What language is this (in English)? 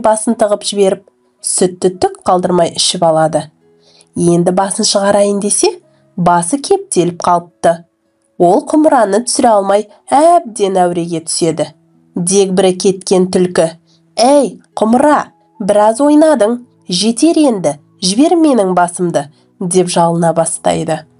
Kazakh